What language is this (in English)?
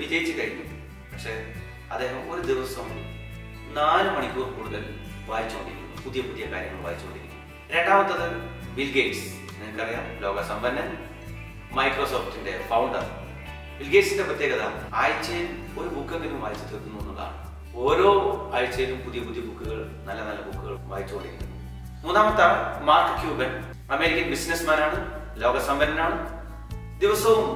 Malayalam